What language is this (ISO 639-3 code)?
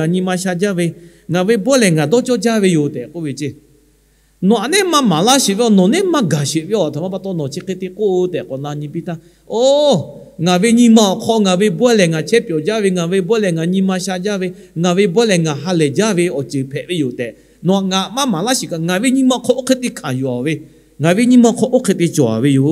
lhu